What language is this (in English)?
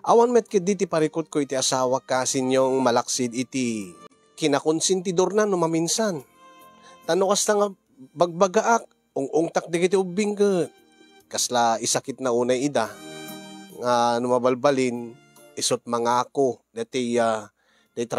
Iloko